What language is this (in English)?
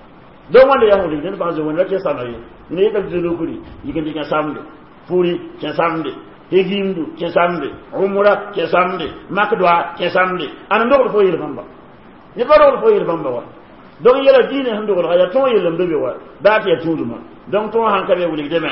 Mossi